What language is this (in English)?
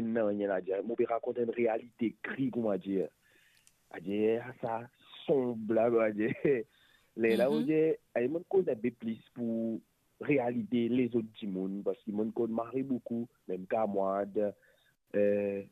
Morisyen